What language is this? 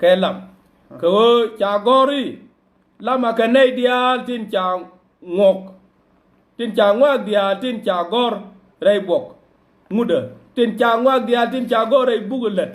Nuer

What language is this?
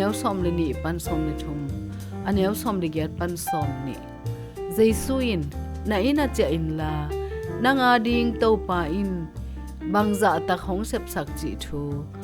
Tedim Chin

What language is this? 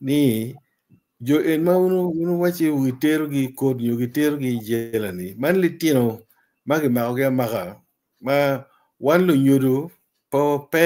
Acoli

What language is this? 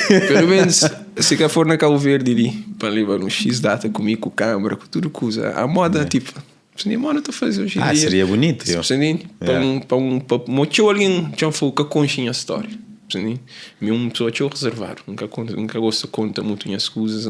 Kabuverdianu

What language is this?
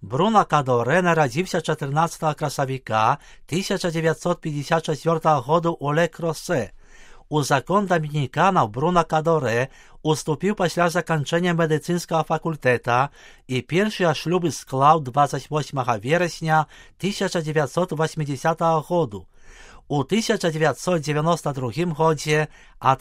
Belarusian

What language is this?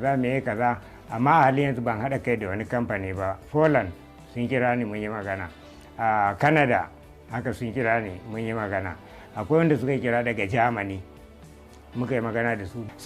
Hausa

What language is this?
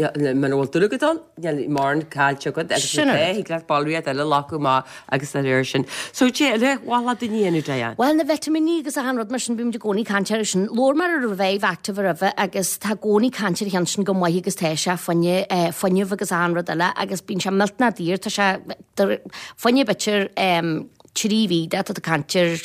Irish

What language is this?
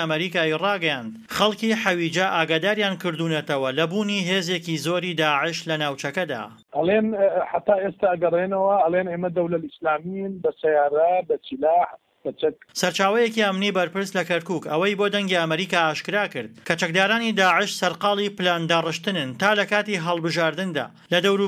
Central Kurdish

